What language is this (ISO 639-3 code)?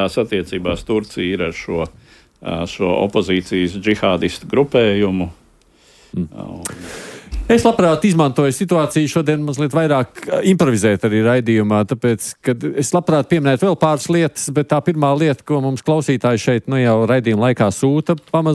lav